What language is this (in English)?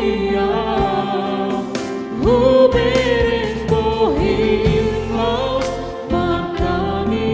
Batak Toba